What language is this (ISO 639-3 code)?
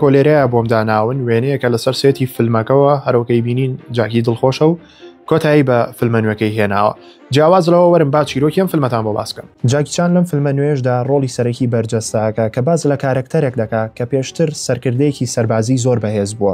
ckb